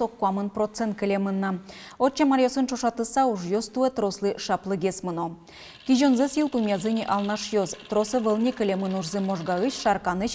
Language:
Udmurt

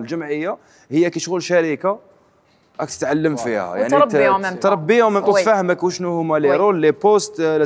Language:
Algerian Arabic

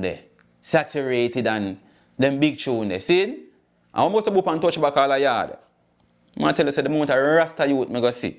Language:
Jamaican Creole English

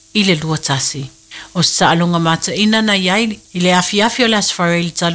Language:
Samoan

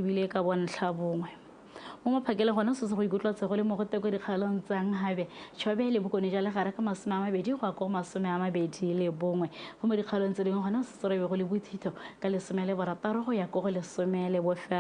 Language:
Tswana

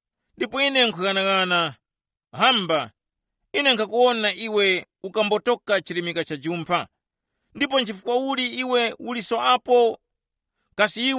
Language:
Tumbuka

